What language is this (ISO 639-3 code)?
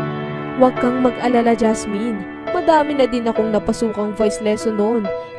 fil